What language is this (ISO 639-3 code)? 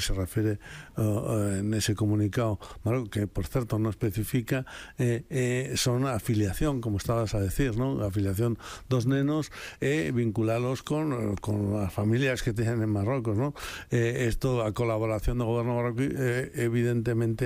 glg